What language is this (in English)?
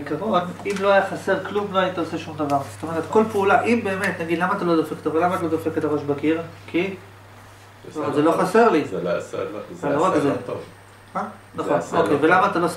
Hebrew